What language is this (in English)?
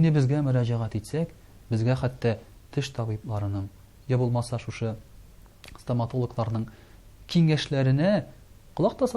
Tatar